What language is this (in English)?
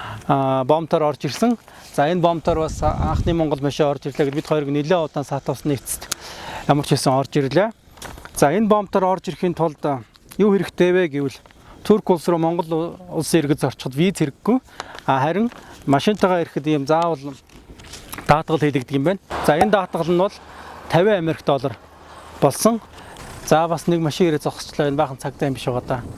Mongolian